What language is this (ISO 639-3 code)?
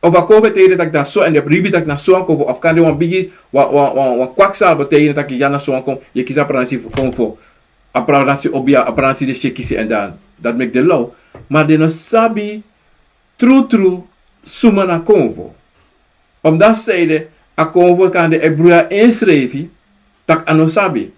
srn